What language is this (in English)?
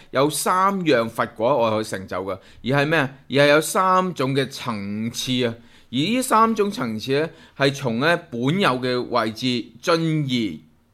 Cantonese